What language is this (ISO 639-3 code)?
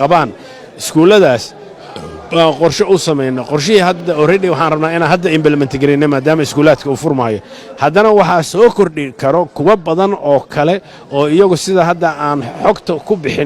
som